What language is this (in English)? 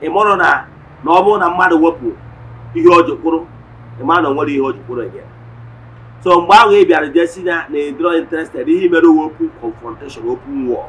Igbo